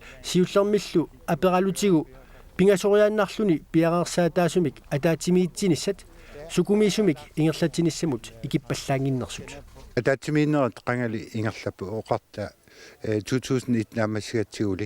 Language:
Kalaallisut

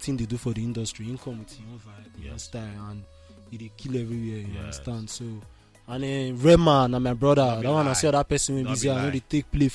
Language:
Nigerian Pidgin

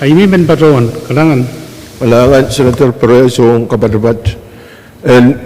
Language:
Pohnpeian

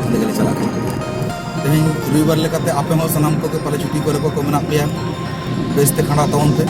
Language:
Santali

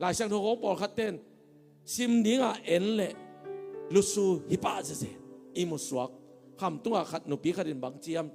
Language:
Tedim Chin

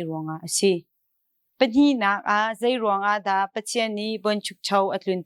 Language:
Hakha Chin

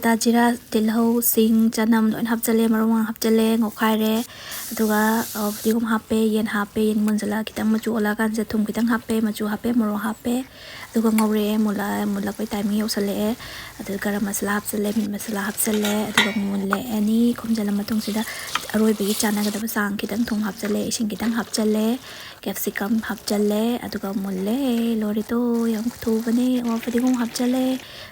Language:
Manipuri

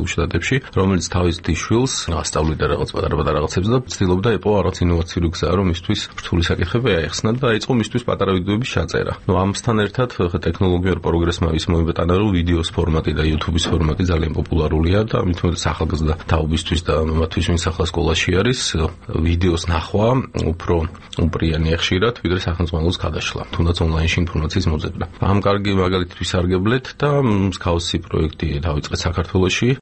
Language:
Georgian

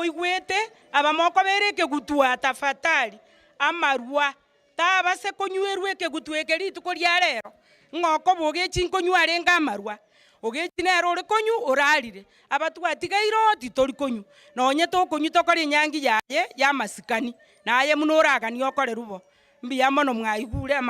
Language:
Gusii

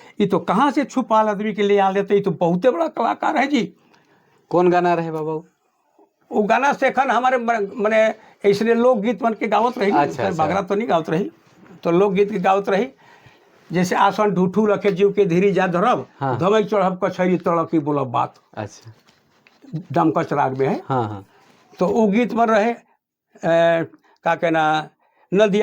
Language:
Sadri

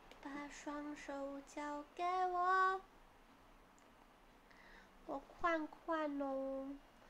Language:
Chinese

